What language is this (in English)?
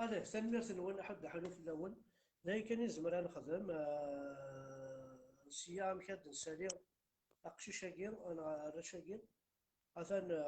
Kabyle